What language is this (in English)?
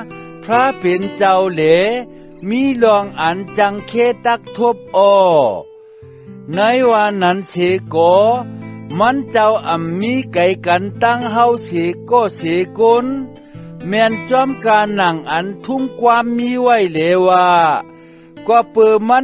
Shan